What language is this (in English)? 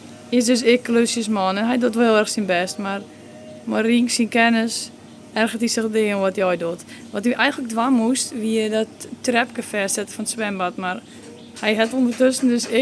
Western Frisian